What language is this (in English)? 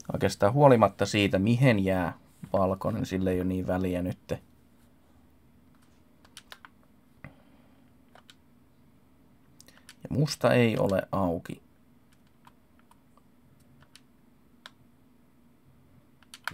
Finnish